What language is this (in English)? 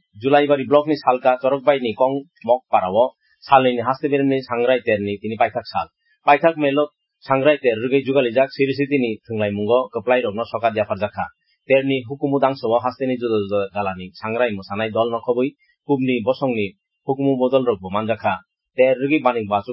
Kok Borok